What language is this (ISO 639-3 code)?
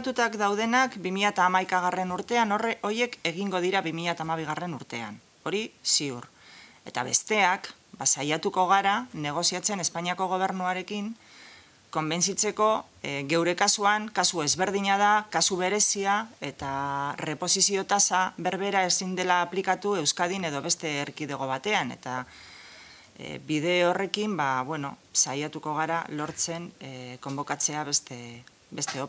eus